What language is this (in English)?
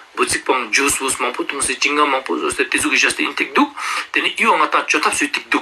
Ladakhi